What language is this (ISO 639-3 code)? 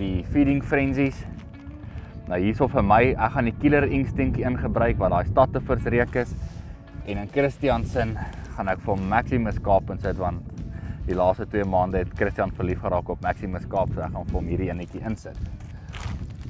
afr